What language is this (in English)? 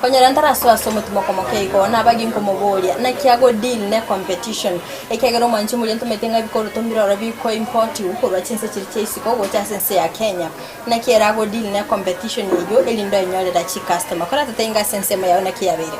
Gusii